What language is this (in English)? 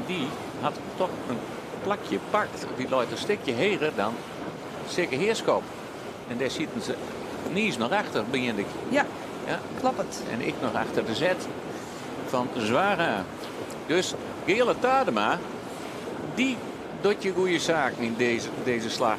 Western Frisian